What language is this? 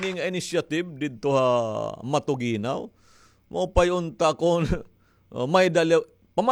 Waray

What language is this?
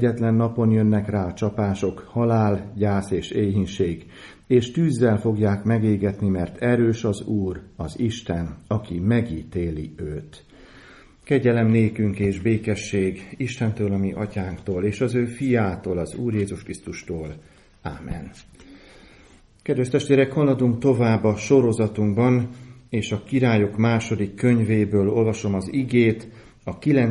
Hungarian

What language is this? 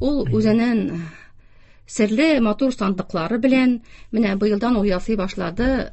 Tatar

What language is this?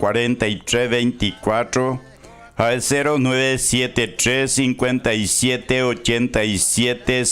Guarani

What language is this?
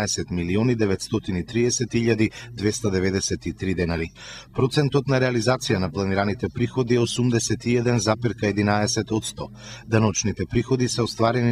Macedonian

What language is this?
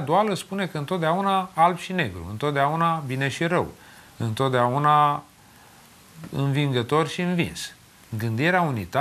Romanian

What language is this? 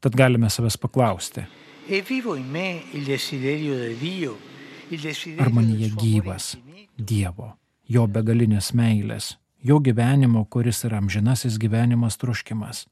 Lithuanian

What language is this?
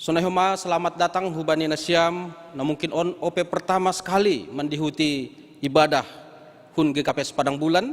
Batak Simalungun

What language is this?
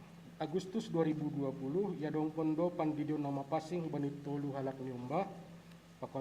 Batak Simalungun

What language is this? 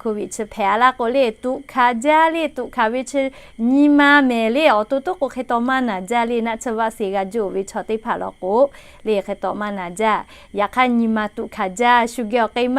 Lahu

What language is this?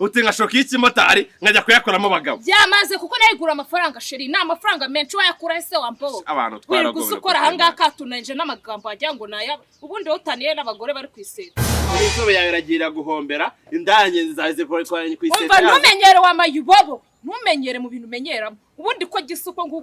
Kinyarwanda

